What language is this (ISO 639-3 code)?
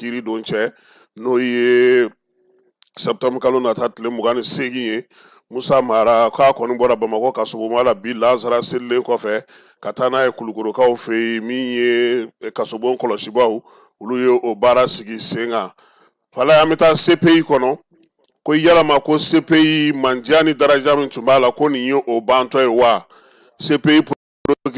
bam